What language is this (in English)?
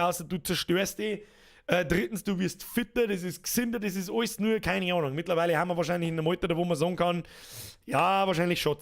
Bavarian